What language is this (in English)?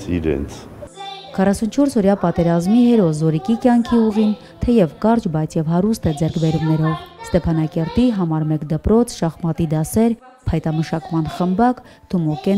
Armenian